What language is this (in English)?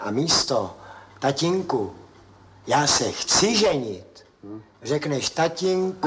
Czech